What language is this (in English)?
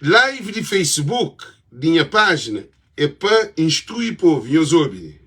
Kabuverdianu